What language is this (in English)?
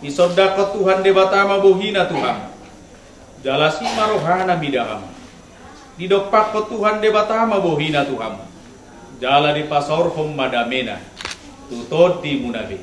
Batak Toba